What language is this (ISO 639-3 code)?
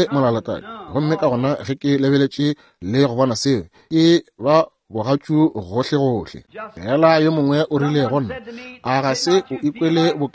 nso